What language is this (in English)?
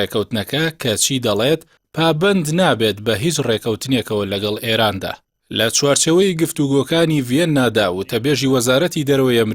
Central Kurdish